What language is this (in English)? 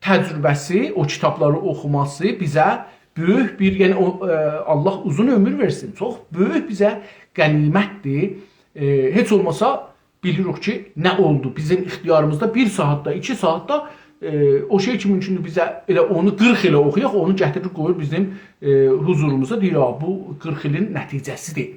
South Azerbaijani